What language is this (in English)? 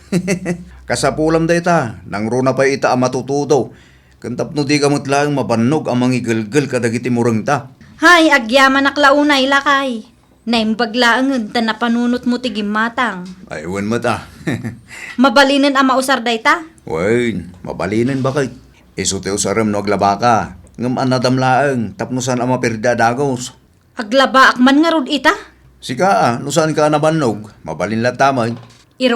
Iloko